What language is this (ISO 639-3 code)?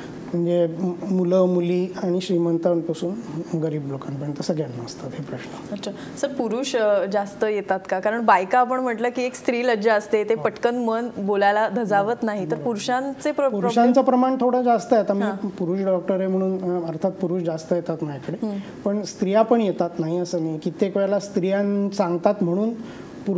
mar